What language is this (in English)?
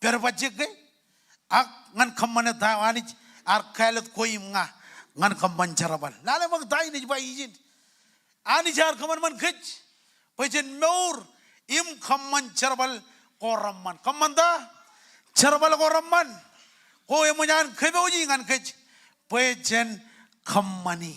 Marshallese